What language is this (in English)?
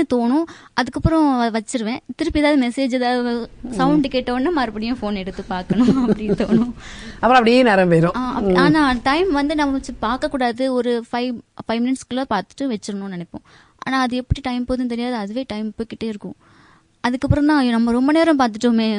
Tamil